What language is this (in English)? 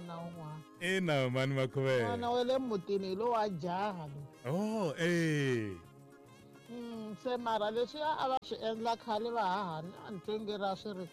Tsonga